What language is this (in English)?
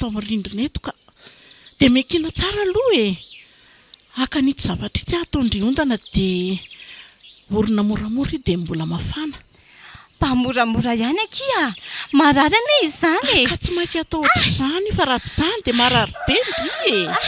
Malagasy